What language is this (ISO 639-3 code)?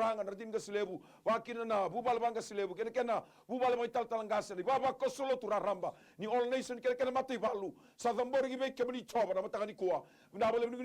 fij